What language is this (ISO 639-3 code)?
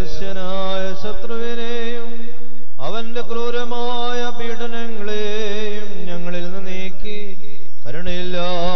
mal